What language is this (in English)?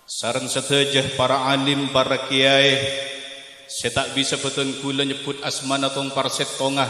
Madurese